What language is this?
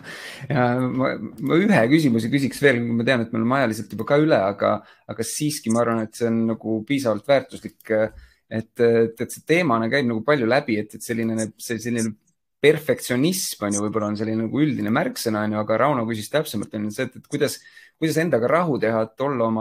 Estonian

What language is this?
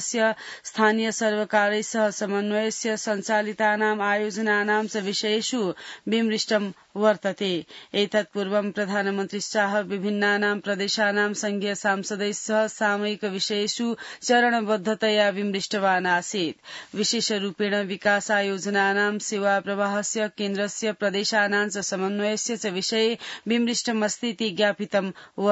Sanskrit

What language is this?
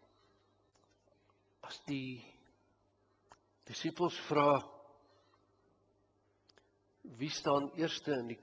Afrikaans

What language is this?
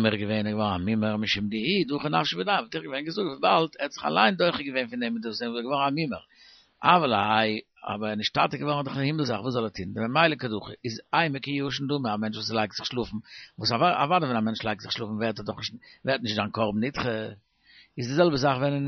Yiddish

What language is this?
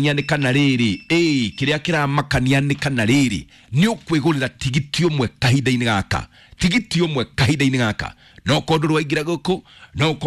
Kikuyu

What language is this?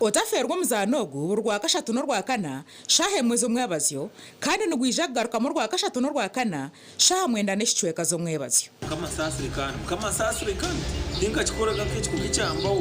Nyankole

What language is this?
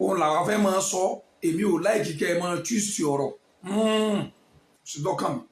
Yoruba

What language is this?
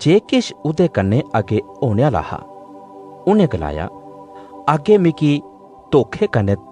Dogri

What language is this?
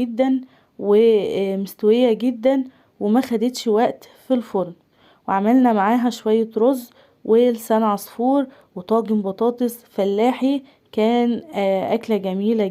Egyptian Arabic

